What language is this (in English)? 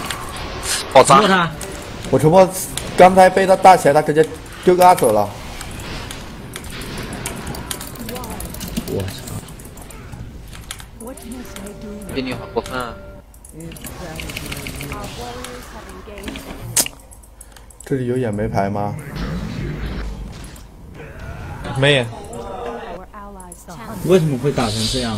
Chinese